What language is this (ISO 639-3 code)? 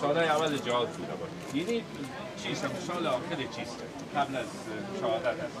fas